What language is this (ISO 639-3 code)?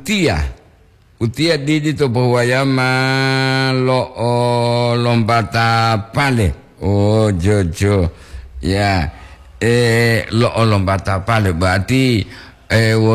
gor